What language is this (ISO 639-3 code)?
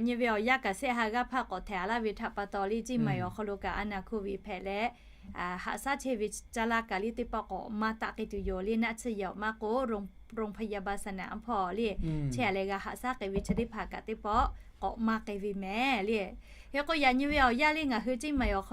lhu